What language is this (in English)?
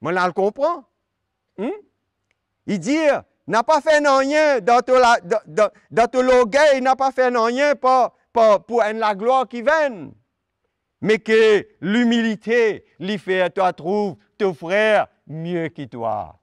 Morisyen